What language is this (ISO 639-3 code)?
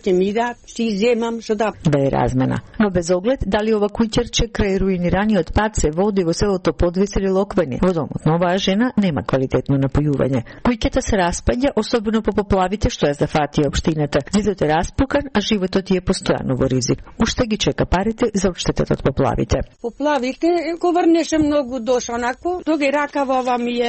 mkd